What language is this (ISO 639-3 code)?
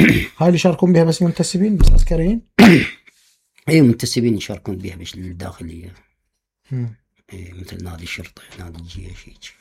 acm